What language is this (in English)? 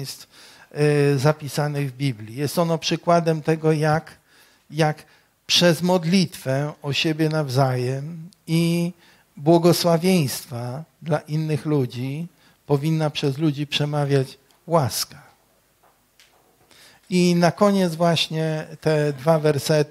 Polish